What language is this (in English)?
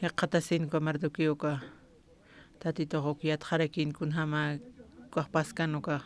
Aymara